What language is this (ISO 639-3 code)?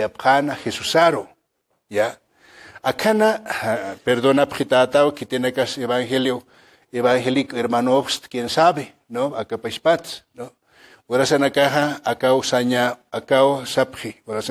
aym